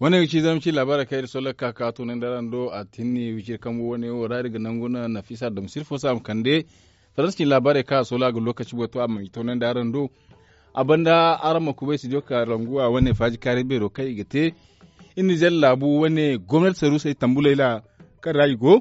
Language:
Zarma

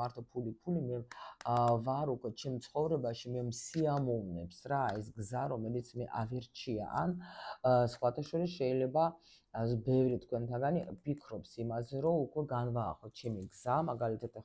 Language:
Georgian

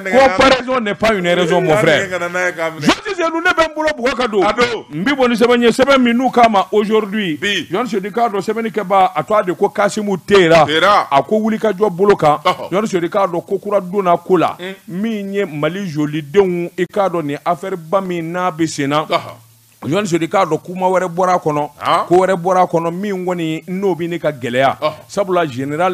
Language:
Bambara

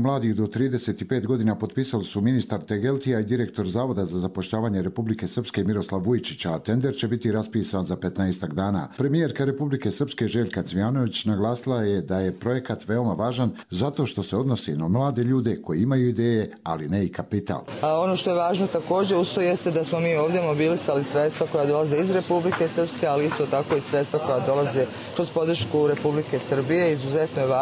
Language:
Croatian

